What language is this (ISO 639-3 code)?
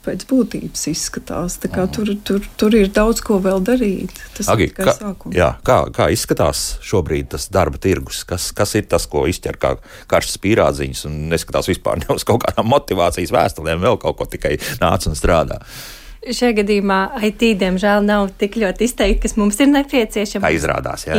lav